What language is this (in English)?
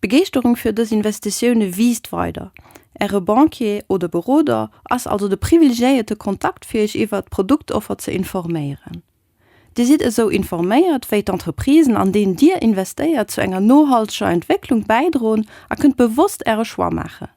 Luxembourgish